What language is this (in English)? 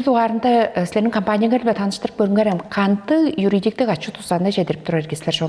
Tuvinian